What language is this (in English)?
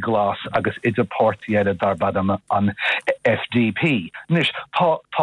Irish